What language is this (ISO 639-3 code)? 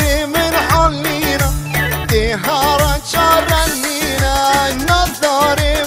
fas